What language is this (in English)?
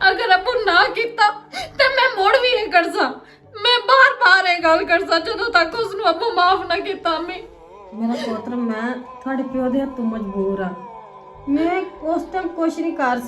Western Panjabi